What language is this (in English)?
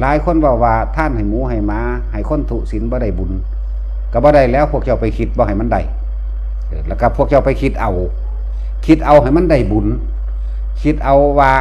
Northeastern Thai